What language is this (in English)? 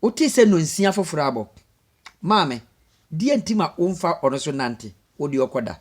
Akan